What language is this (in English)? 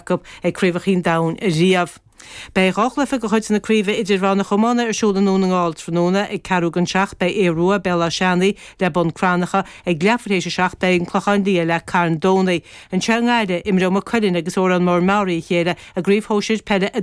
Irish